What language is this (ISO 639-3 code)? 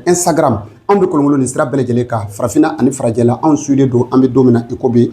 bam